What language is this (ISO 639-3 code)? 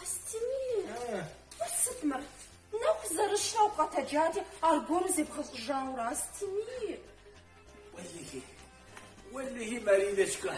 kbd